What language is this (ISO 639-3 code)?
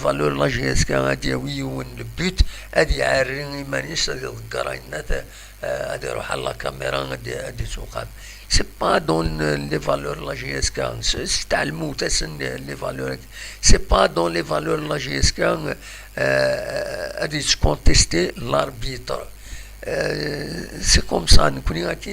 kab